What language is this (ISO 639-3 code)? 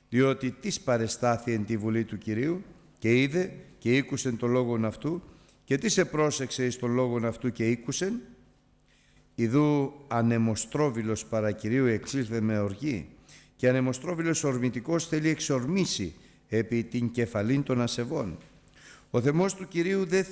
ell